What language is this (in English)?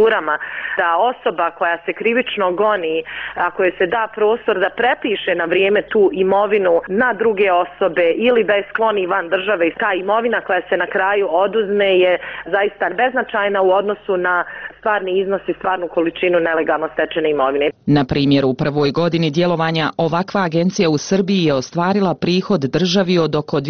Bosnian